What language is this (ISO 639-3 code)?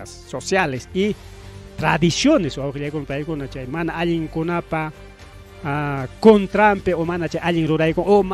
quy